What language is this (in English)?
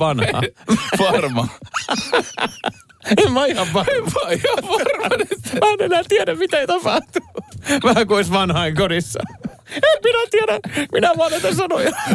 Finnish